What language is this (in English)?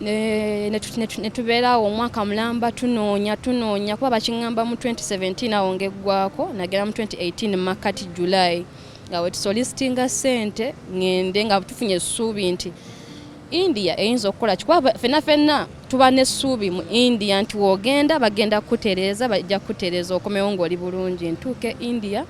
Ganda